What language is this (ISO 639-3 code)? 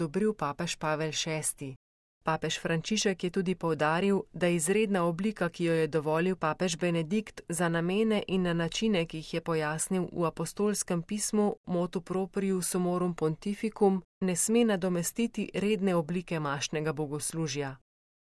slv